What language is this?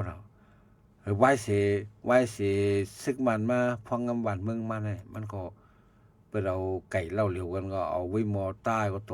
Shan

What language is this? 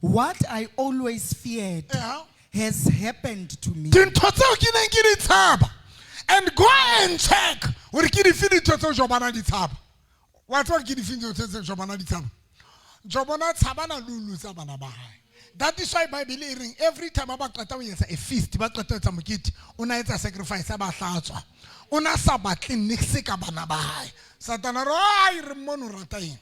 Southern Sotho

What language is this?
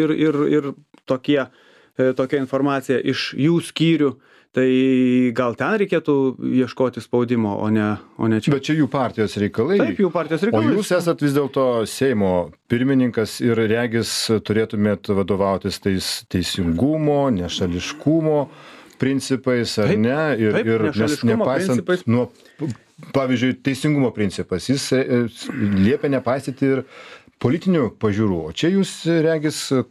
Lithuanian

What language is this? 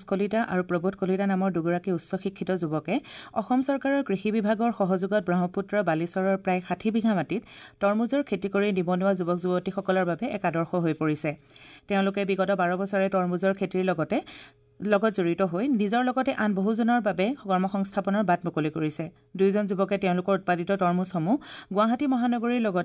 Assamese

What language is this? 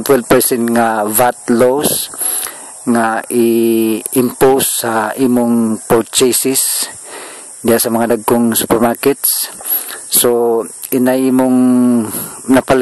Cebuano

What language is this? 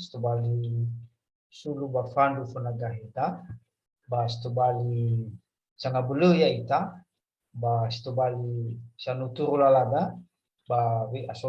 Nias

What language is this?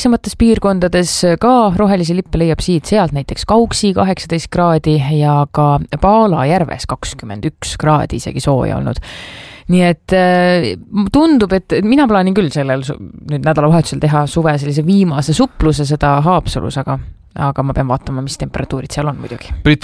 Estonian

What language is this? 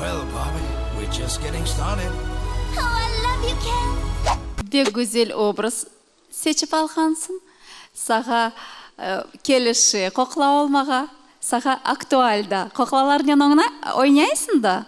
Crimean Tatar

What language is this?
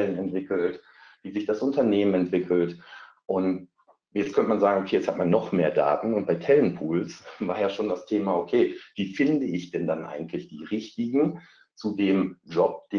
German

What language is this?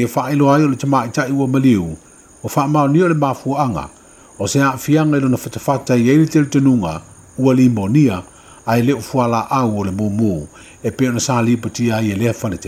Samoan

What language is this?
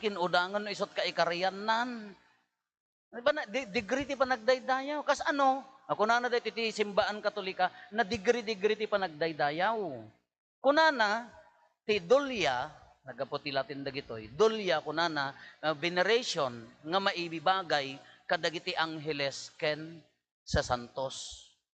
Iloko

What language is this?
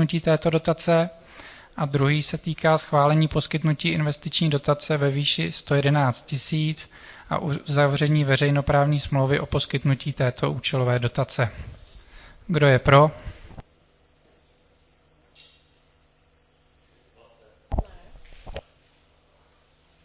Czech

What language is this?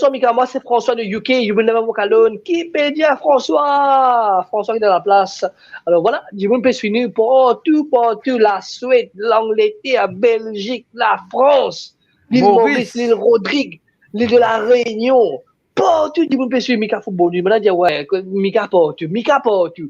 Morisyen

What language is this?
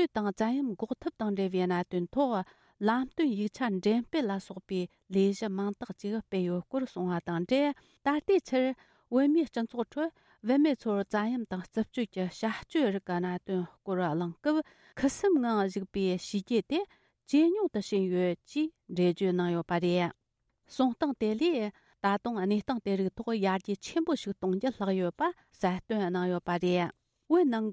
Tibetan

